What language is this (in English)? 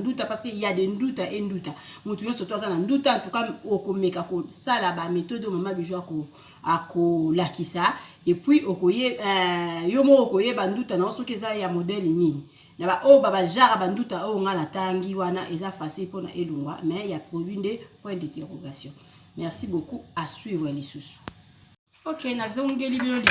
Lingala